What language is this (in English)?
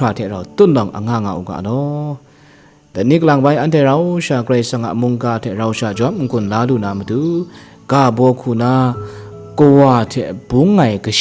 Kachin